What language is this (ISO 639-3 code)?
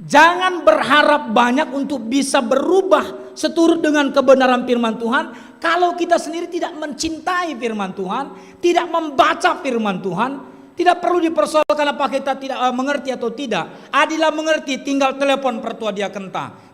btx